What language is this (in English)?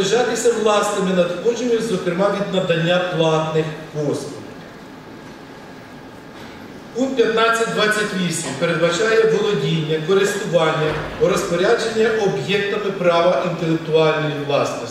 Ukrainian